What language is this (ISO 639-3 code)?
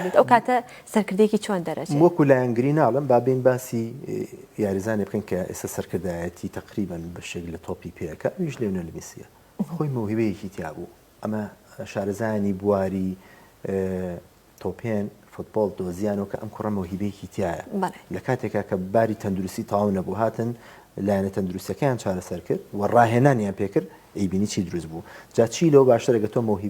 ckb